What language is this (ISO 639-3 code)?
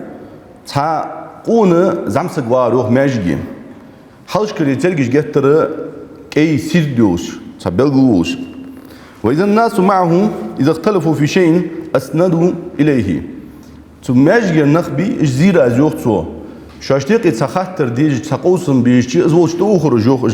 inh